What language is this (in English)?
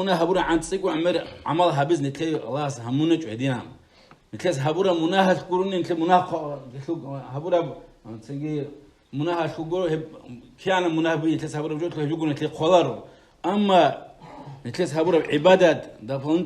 Avaric